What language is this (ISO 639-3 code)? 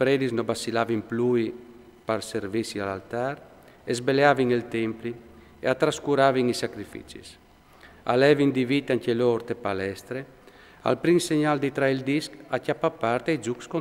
fur